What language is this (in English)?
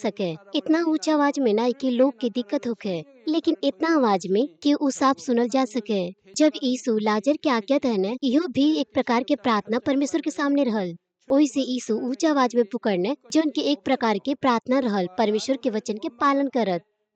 Bhojpuri